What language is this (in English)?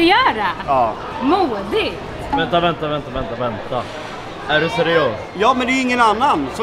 Swedish